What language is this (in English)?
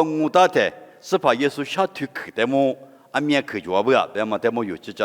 Lisu